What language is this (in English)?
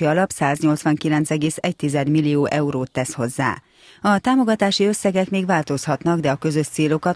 Hungarian